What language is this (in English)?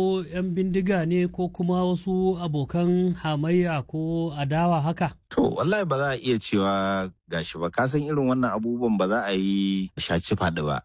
Hausa